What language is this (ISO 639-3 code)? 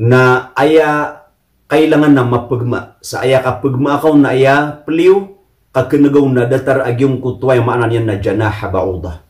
mrw